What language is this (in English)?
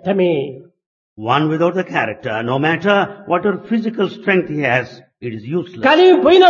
Telugu